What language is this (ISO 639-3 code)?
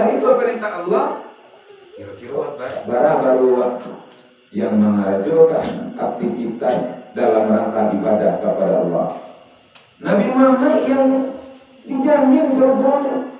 min